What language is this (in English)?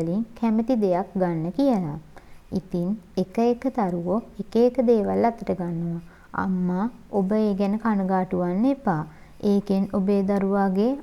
Sinhala